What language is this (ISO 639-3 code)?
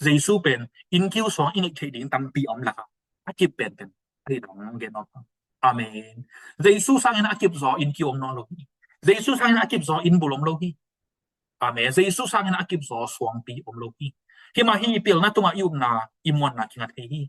ctd